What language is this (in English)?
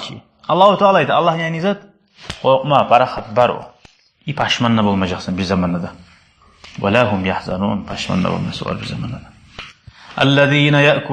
Kumyk